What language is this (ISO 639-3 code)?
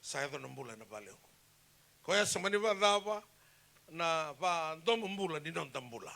fij